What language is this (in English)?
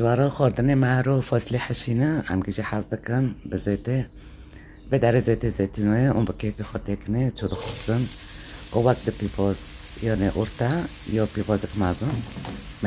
Kurdish